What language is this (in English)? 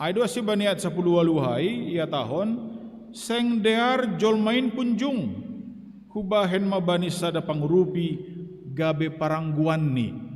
Batak Simalungun